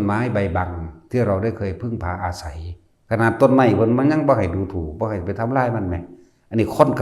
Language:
Northeastern Thai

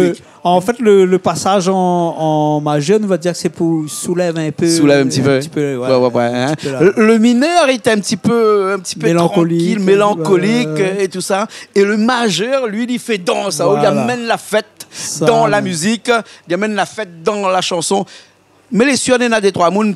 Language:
Réunion Creole French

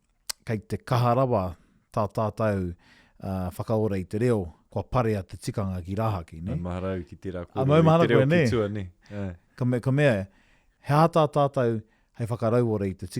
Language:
Māori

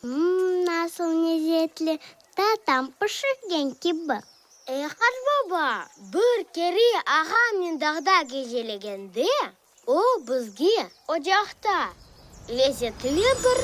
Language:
Crimean Tatar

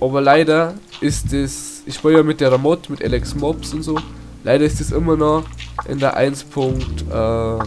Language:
Bavarian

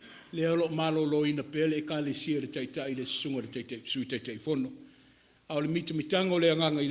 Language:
Samoan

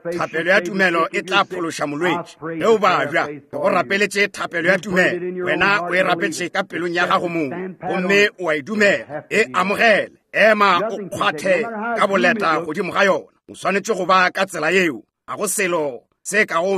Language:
Northern Sotho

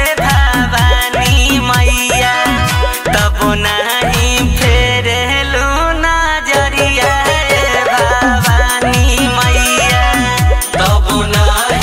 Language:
Bhojpuri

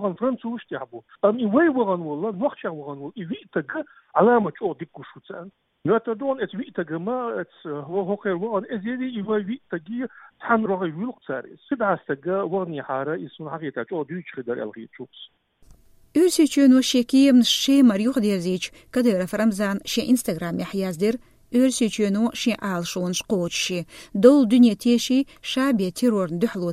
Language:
Chechen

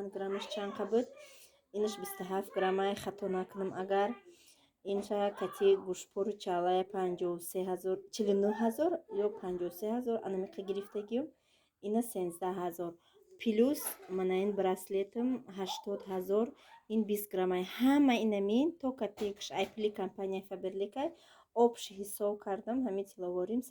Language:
Tajik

